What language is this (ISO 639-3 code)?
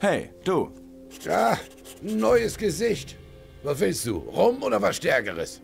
bar